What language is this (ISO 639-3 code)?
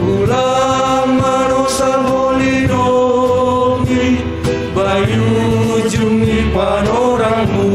bts